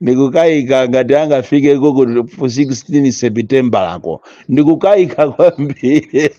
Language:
Nyanja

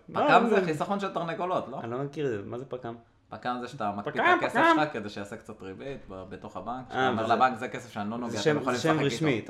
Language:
Hebrew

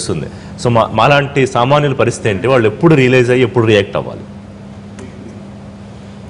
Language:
Telugu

